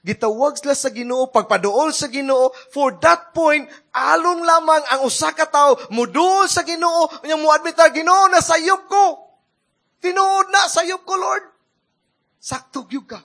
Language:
Cebuano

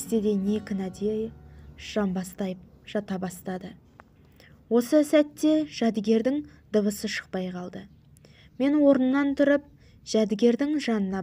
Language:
Kazakh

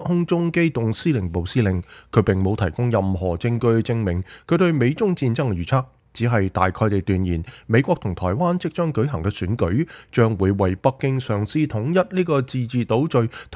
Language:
Cantonese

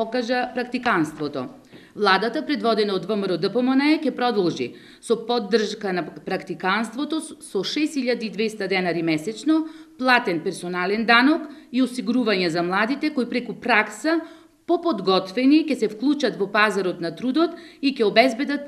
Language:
Macedonian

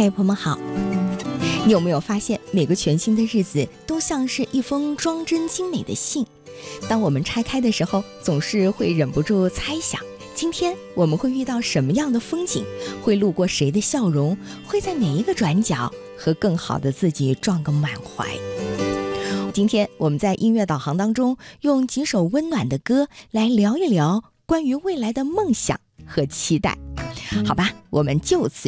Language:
Chinese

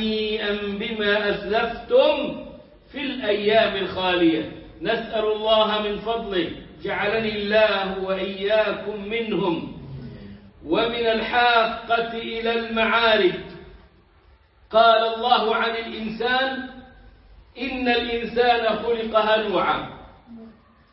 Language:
Arabic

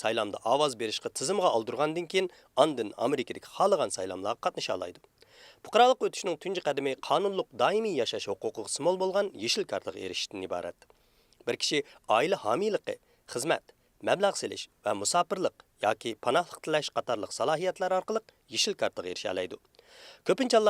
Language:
Uyghur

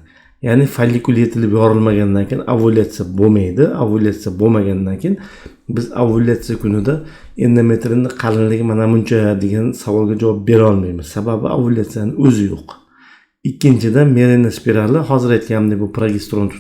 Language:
Uzbek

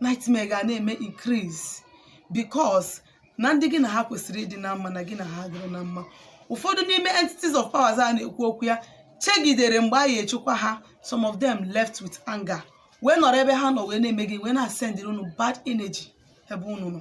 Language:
Igbo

